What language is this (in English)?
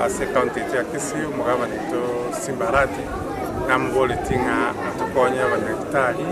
Gusii